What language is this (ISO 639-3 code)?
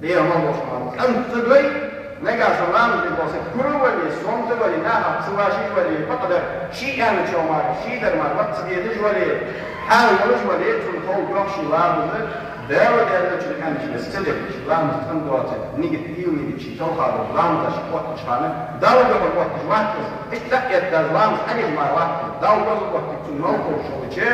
inh